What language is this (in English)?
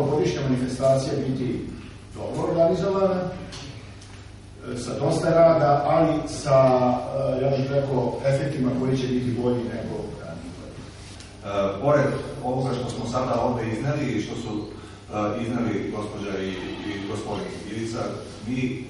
Serbian